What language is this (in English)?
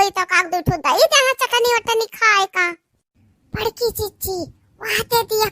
Awadhi